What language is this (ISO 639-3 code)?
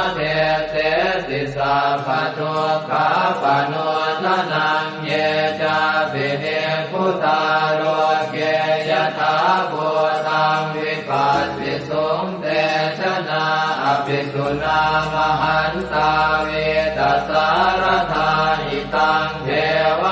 pli